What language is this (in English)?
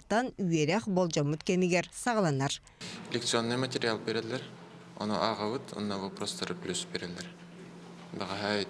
Yakut